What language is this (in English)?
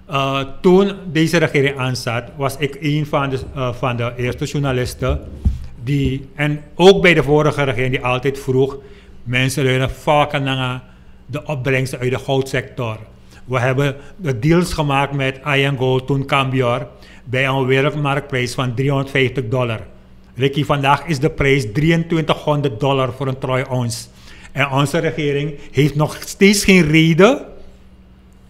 Dutch